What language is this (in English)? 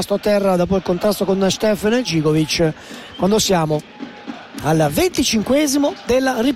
Italian